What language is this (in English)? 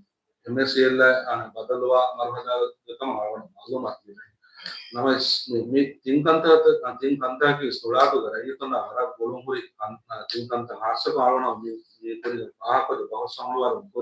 Divehi